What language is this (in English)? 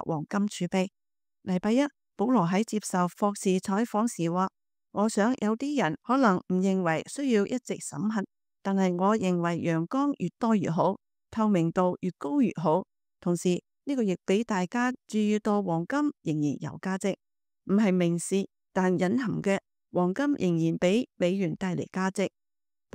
Cantonese